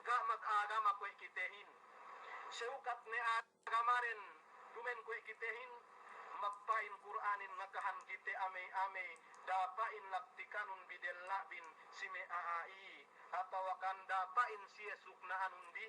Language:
Yakan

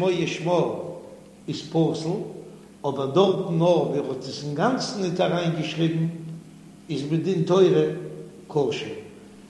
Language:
Yiddish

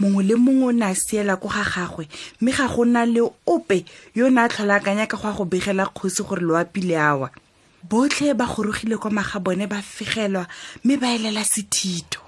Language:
Tswana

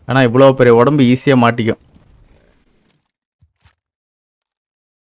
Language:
Tamil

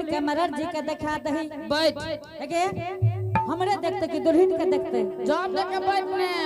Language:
Angika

